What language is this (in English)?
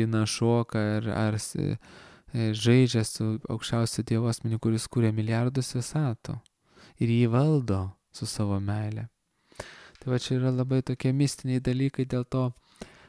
Lithuanian